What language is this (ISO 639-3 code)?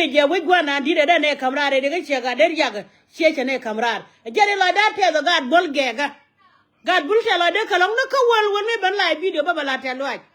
nus